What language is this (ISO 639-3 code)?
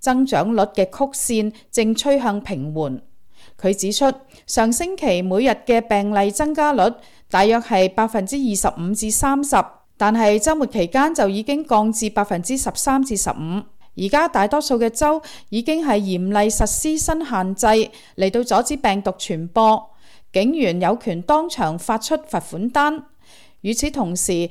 yue